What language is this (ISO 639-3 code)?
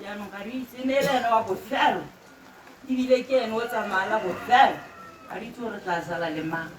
tsn